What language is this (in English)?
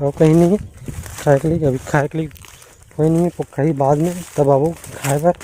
Chhattisgarhi